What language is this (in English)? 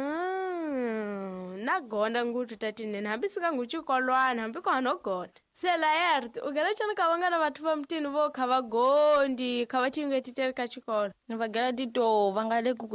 Tsonga